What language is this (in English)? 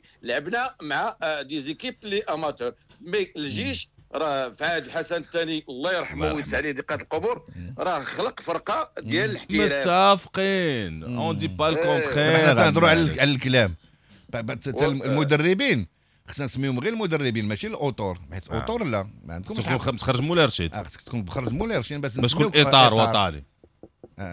Moroccan Arabic